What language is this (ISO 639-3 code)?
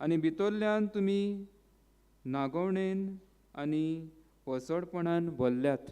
kok